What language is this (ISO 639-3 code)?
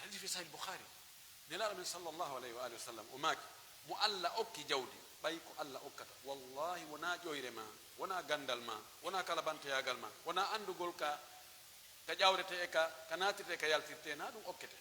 fuf